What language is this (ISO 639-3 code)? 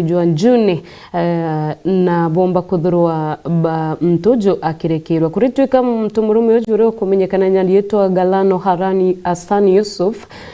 mer